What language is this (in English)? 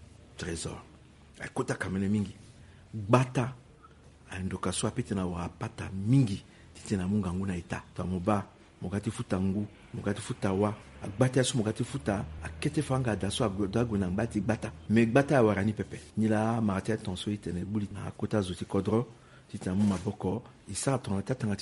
Sango